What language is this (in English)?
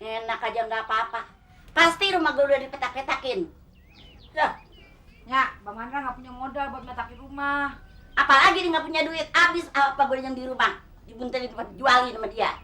Betawi